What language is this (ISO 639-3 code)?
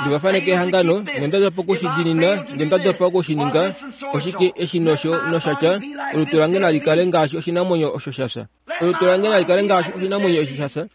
kua